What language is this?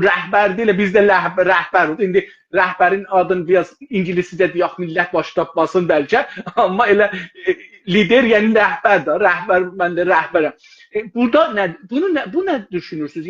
South Azerbaijani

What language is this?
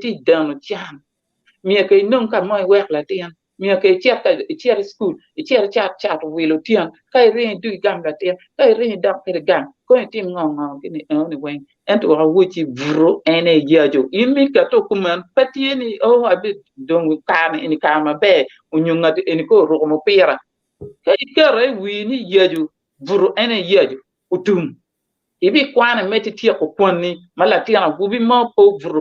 Acoli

